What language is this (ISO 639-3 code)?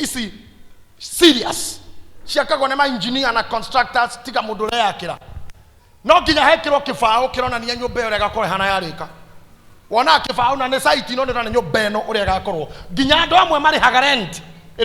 kik